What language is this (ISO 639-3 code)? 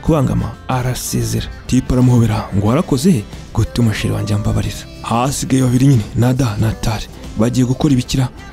kin